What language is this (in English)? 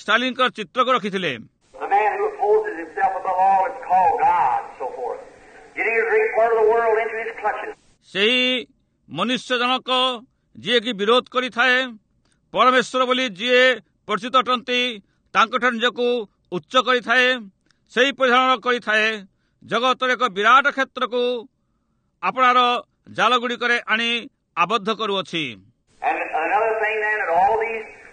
Odia